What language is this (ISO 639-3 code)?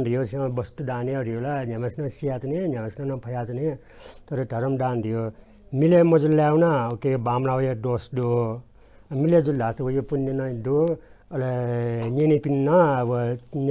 new